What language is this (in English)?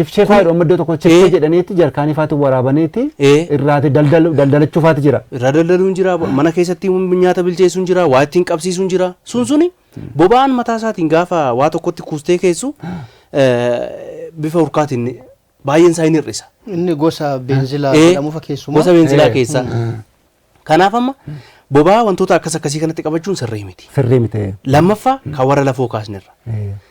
Oromo